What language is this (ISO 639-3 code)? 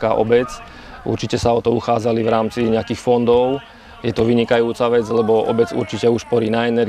slk